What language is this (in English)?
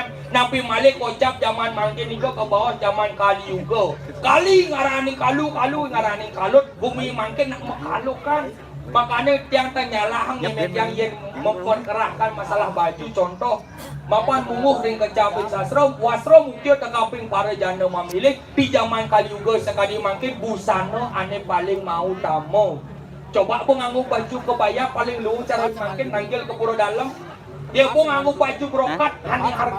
Balinese